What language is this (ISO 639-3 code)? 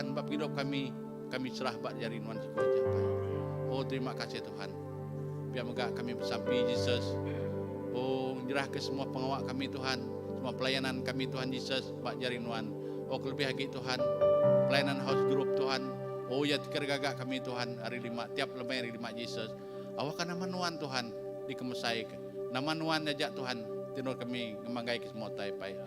iba